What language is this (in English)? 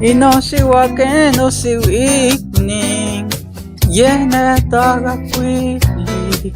Isthmus-Mecayapan Nahuatl